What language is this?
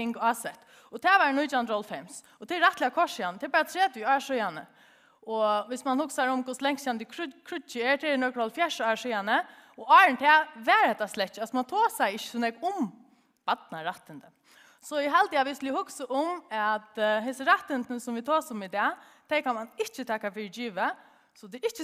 Faroese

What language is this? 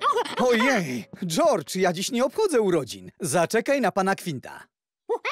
Polish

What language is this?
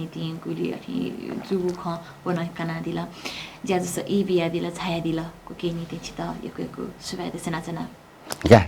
Newari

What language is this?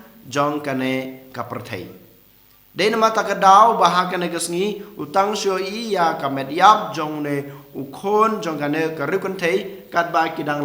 Khasi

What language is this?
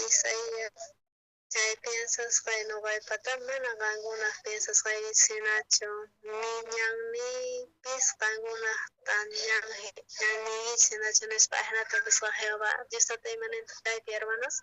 South Bolivian Quechua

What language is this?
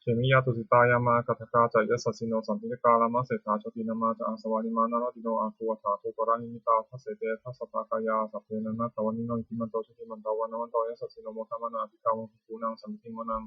Pali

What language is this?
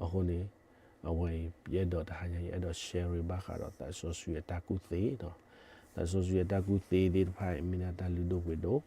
S'gaw Karen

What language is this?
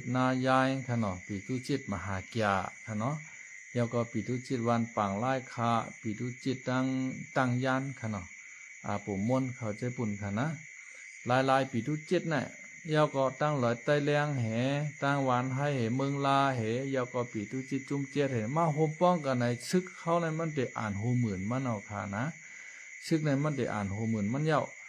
Shan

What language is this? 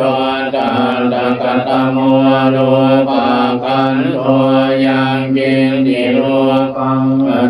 Pali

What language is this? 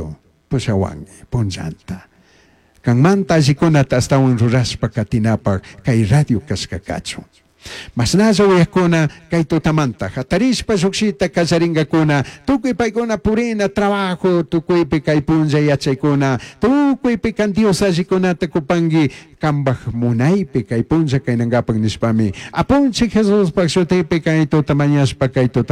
Chimborazo Highland Quichua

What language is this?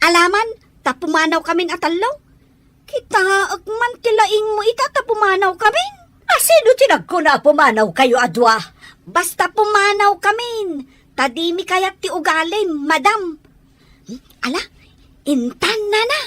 Iloko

